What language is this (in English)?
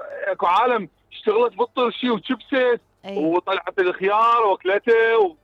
Mesopotamian Arabic